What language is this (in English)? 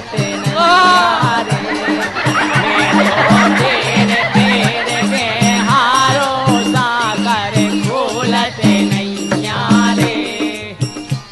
Bundeli